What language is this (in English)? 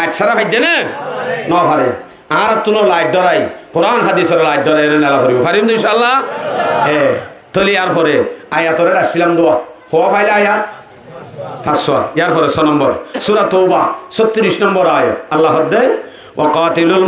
Rohingya